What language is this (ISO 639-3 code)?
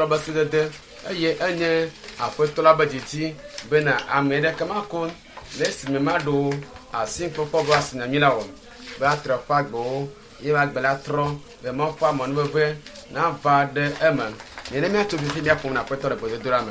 ewe